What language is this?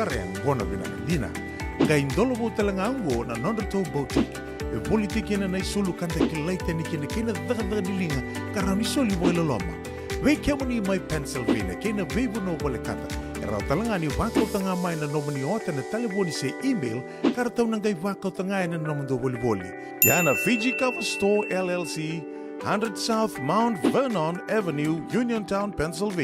Fijian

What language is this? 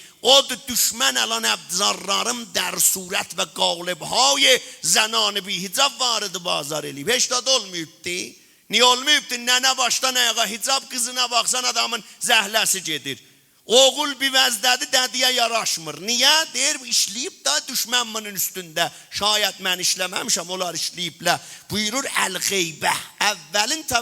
South Azerbaijani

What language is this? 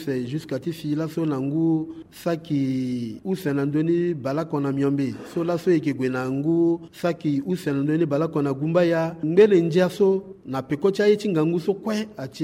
Sango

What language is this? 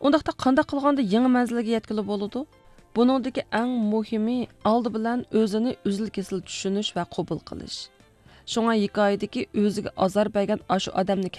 Uyghur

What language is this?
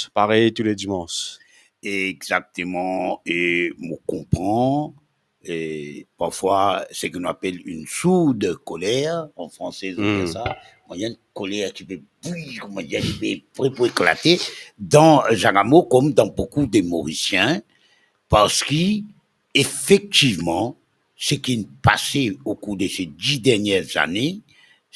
Morisyen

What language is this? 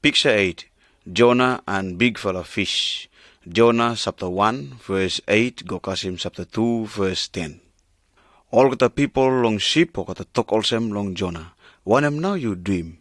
Pijin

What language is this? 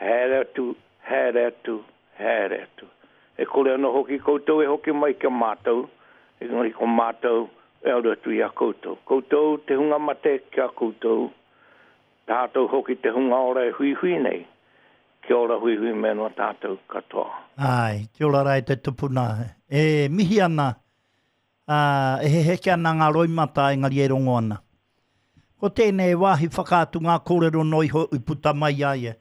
Māori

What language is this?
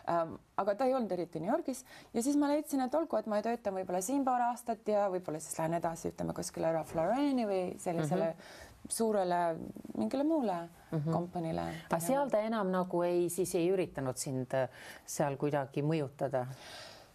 Estonian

